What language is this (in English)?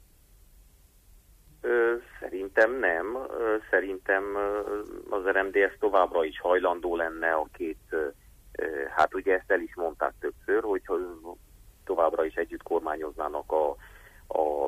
Hungarian